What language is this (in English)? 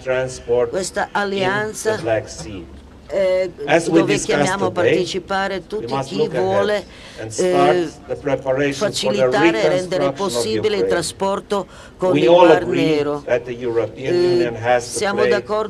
Italian